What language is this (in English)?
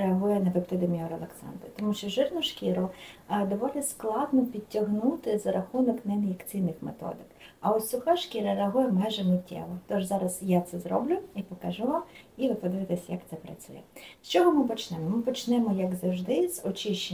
Ukrainian